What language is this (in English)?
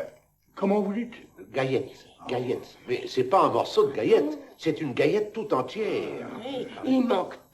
Picard